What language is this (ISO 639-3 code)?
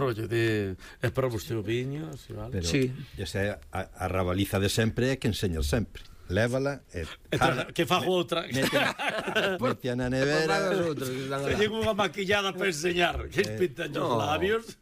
glg